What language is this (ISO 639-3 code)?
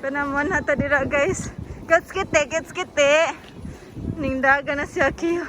ceb